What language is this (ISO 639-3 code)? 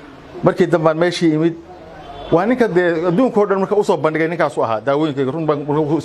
som